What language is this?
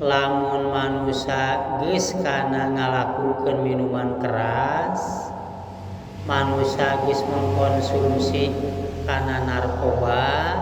Sundanese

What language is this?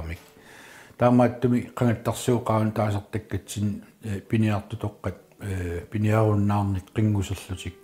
Kalaallisut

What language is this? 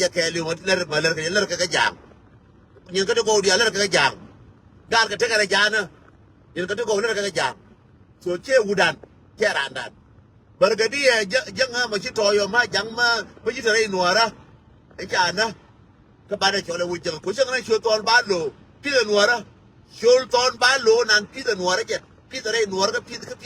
Nuer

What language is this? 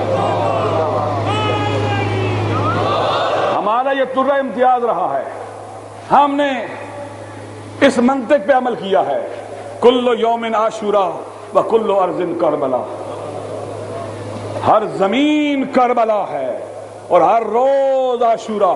Urdu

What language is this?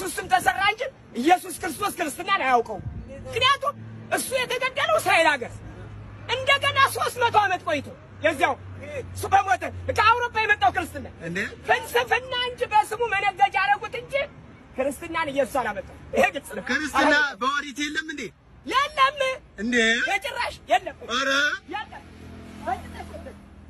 Amharic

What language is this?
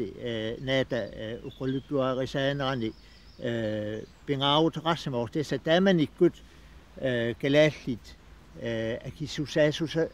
Kalaallisut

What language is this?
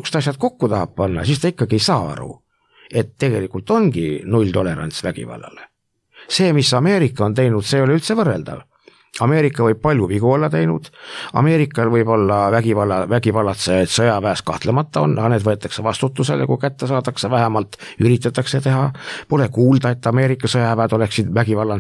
Estonian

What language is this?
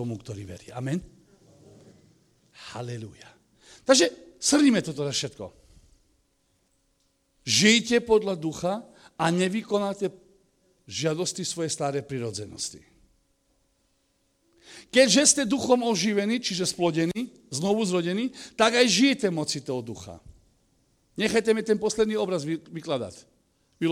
Slovak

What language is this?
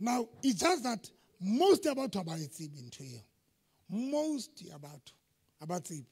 Southern Sotho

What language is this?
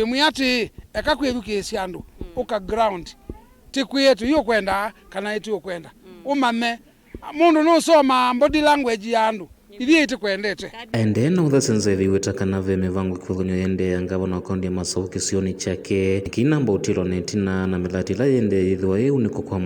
Kamba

